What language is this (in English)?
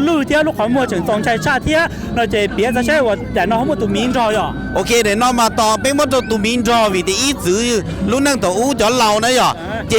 Hmong